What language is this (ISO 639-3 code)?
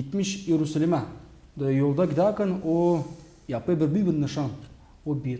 gag